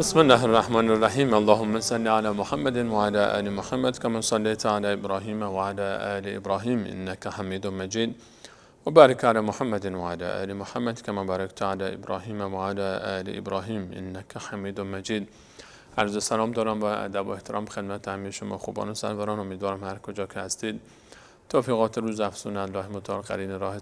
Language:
Persian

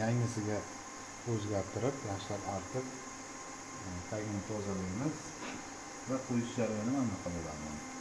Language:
Uzbek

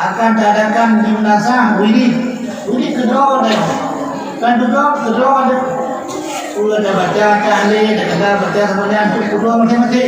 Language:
Achinese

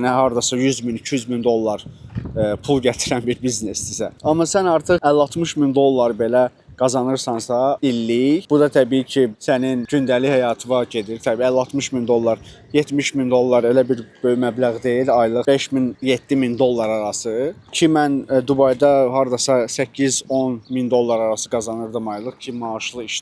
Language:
Azerbaijani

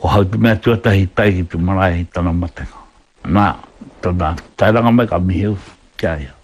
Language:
Māori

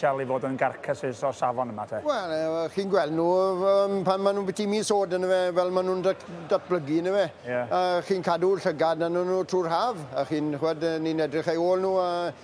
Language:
Welsh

